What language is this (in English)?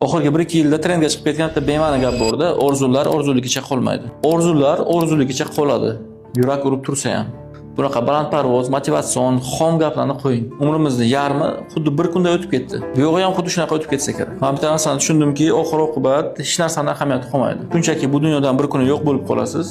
Uzbek